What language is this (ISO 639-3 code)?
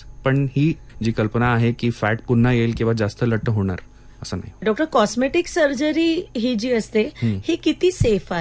mar